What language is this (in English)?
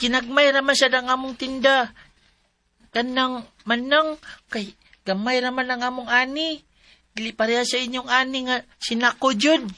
Cebuano